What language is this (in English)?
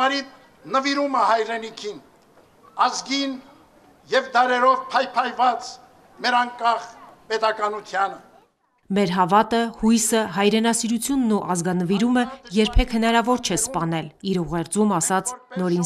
Armenian